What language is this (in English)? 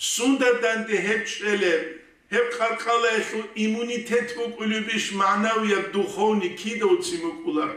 Avaric